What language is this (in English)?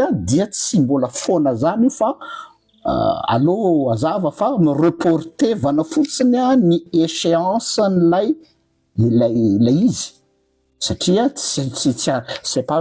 Malagasy